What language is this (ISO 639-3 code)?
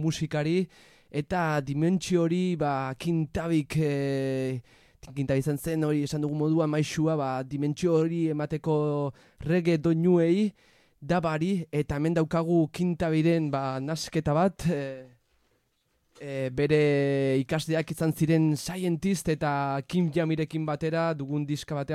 eus